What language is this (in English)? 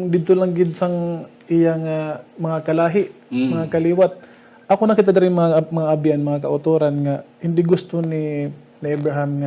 Hiligaynon